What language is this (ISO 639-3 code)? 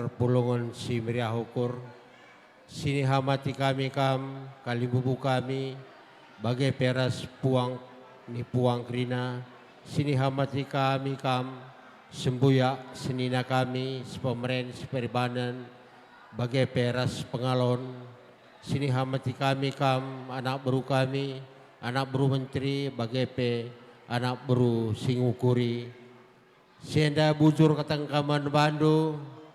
btx